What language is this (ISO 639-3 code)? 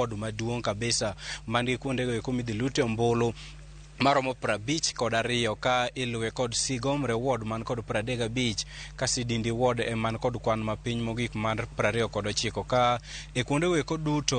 luo